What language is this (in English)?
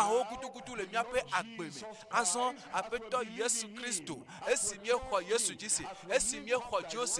Ewe